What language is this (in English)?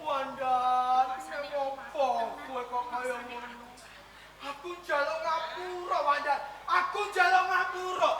Javanese